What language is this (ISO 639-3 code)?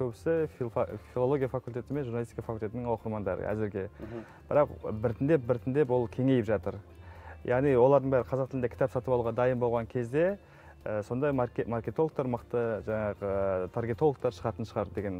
kaz